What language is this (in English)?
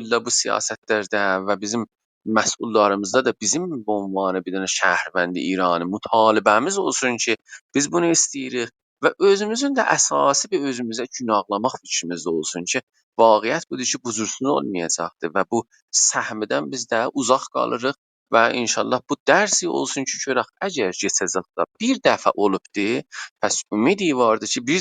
South Azerbaijani